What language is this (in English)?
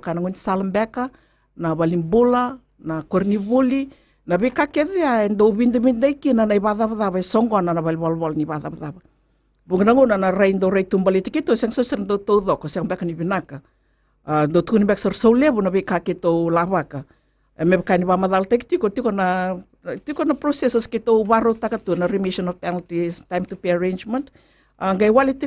Fijian